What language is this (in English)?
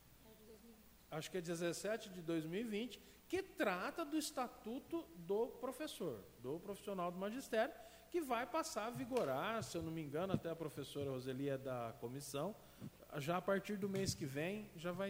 Portuguese